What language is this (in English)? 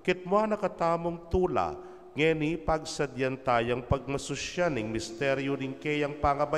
Pampanga